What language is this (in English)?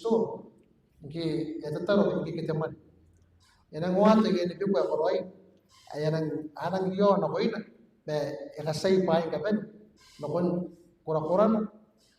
Gilbertese